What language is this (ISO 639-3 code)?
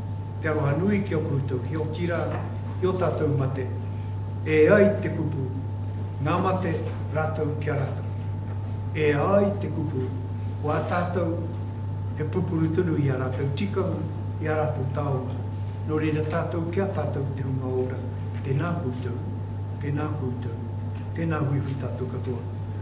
mri